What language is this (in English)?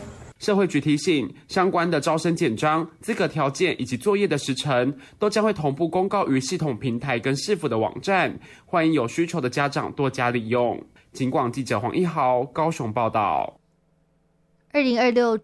Chinese